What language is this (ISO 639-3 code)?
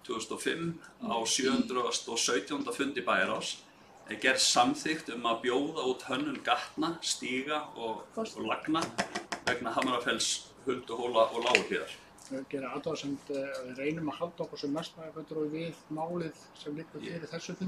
isl